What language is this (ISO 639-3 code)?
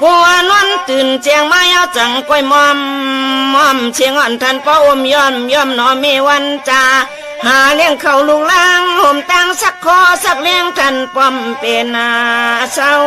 shn